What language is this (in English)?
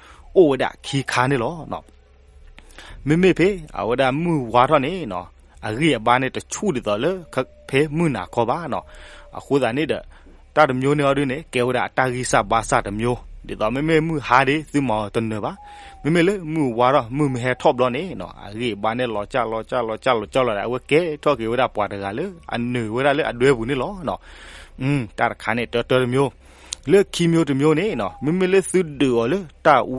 S'gaw Karen